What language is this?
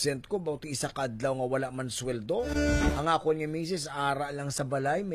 Hiligaynon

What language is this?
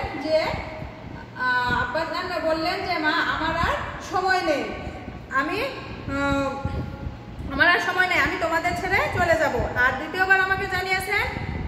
Bangla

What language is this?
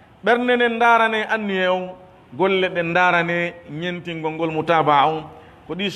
Pular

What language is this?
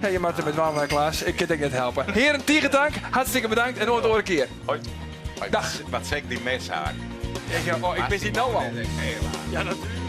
Western Frisian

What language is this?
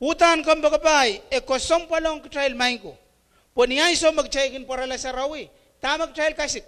Pohnpeian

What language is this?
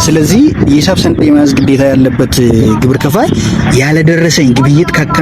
Amharic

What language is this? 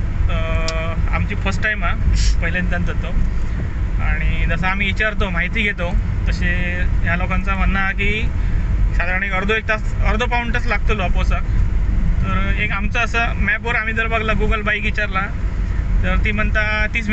Konkani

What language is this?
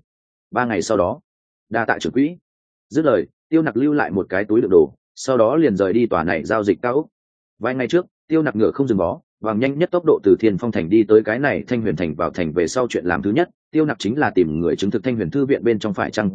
Vietnamese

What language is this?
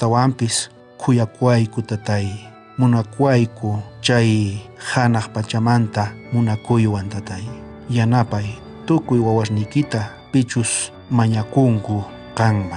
South Bolivian Quechua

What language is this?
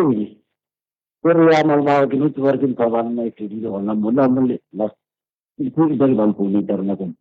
Northern Sotho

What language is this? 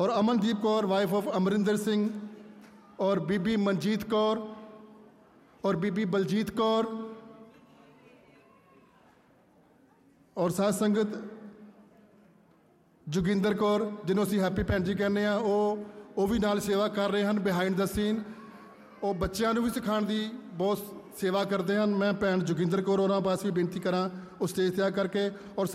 Punjabi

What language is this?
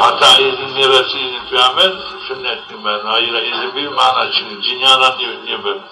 Zaza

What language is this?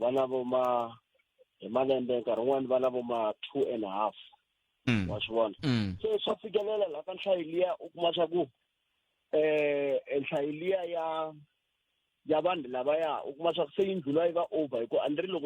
Tsonga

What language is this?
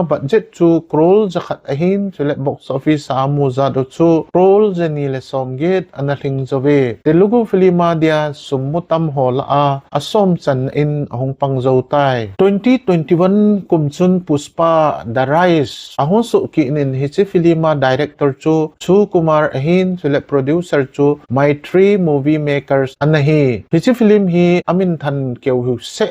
Thado Chin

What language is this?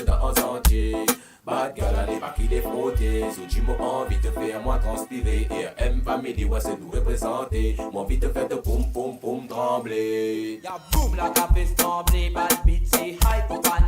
Morisyen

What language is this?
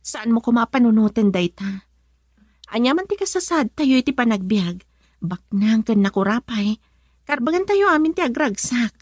Iloko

